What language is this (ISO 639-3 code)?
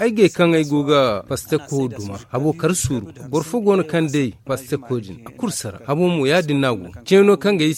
dje